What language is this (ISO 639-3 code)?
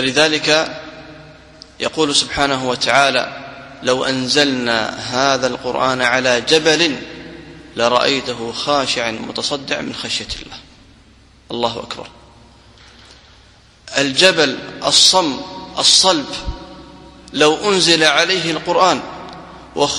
ara